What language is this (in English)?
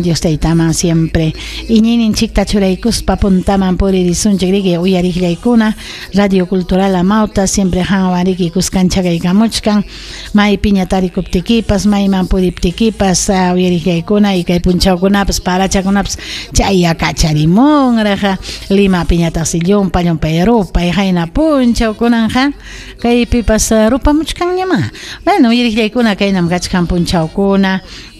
Ayacucho Quechua